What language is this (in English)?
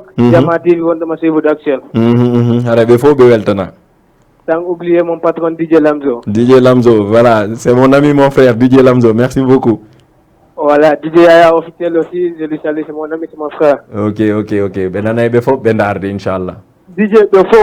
Fula